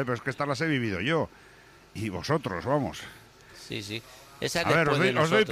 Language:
Spanish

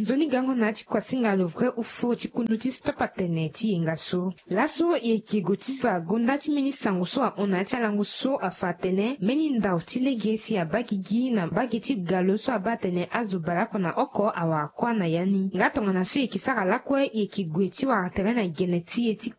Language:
Sango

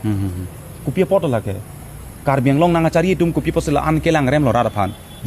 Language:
Karbi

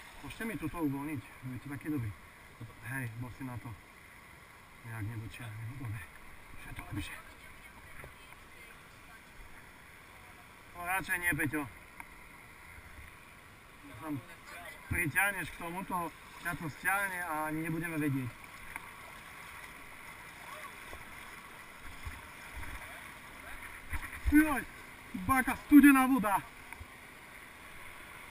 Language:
Slovak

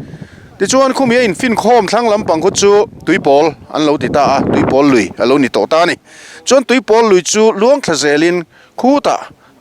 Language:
Mizo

